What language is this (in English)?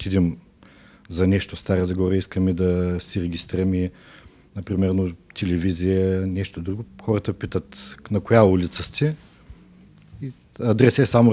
Bulgarian